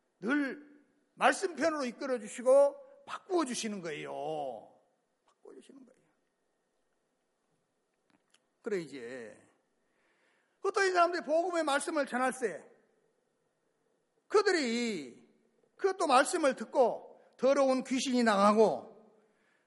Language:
Korean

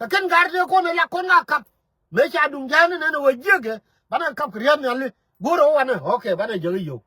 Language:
Nuer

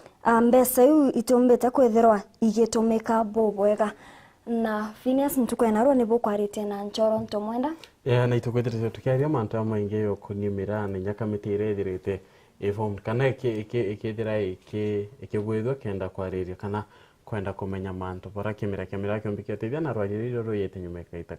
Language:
Meru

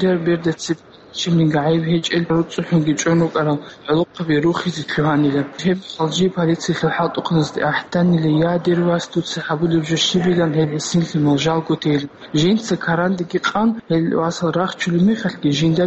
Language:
Avaric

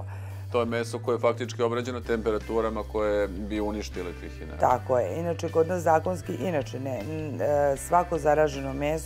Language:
Serbian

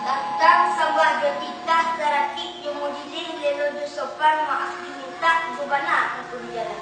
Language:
Minangkabau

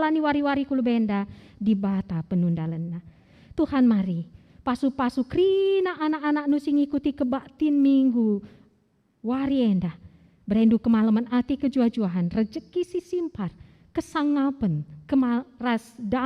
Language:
Batak Karo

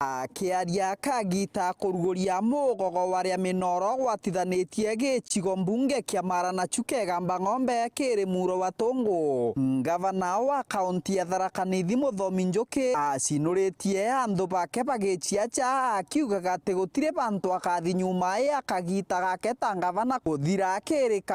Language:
Meru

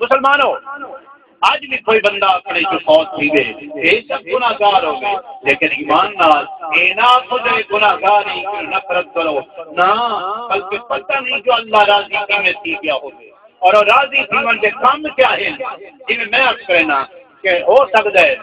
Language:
Saraiki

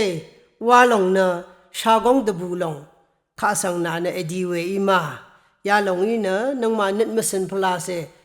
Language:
Rawang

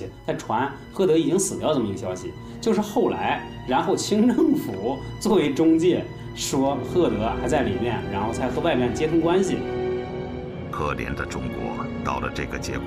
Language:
Chinese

